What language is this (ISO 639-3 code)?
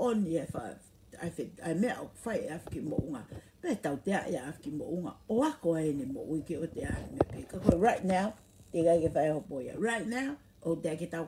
ton